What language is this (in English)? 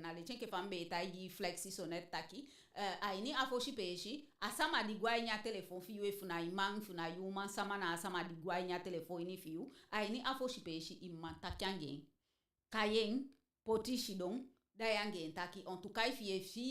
Eastern Maroon Creole